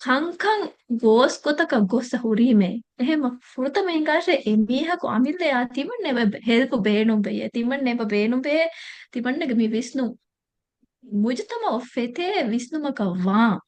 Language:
Divehi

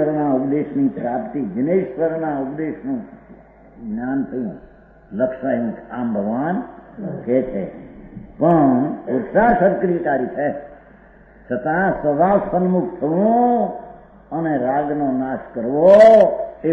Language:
Gujarati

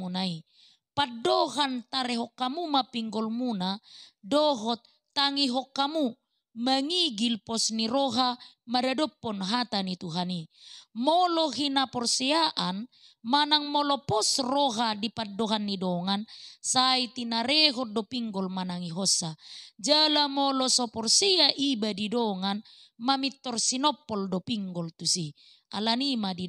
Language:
Batak Toba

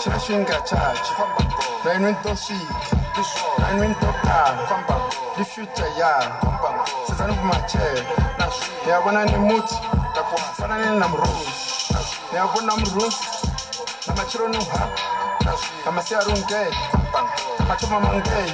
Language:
Venda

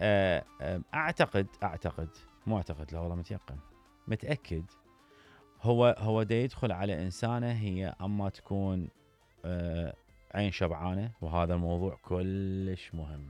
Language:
Mesopotamian Arabic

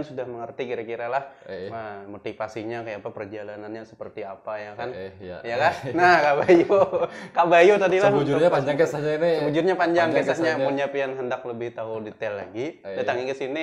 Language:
Banjar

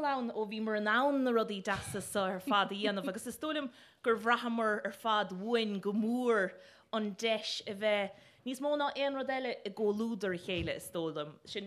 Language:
Irish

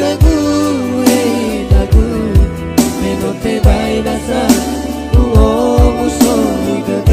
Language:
Nias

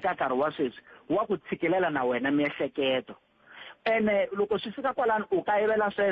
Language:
Tsonga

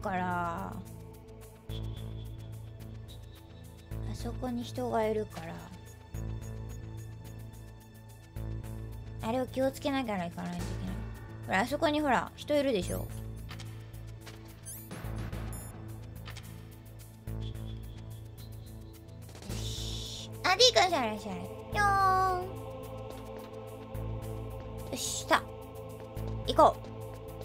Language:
Japanese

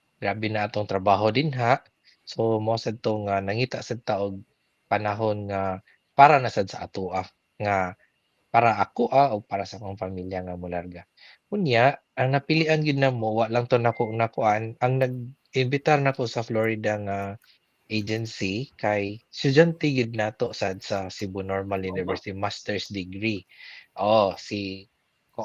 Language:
Cebuano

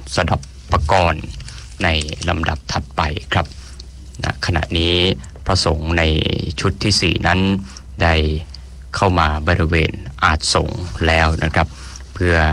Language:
Thai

